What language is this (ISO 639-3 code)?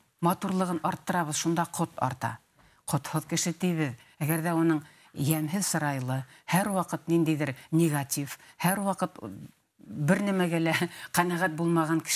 bak